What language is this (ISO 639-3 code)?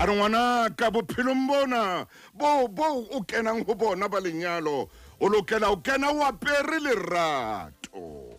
sot